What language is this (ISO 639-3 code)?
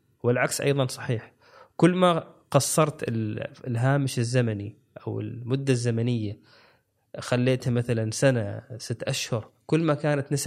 afb